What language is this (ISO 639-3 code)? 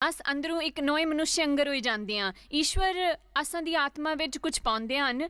doi